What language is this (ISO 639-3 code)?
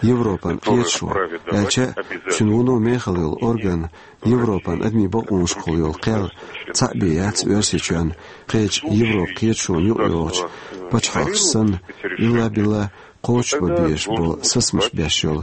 che